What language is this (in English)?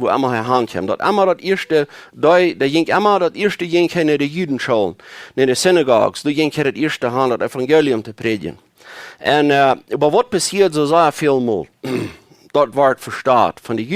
Plautdietsch